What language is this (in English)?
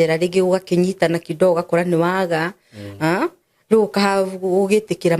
Kikuyu